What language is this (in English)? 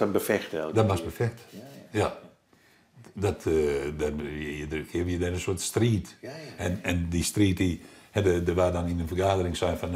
Western Frisian